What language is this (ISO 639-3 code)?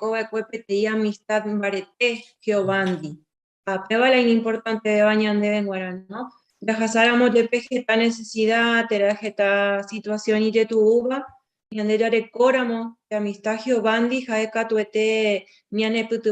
grn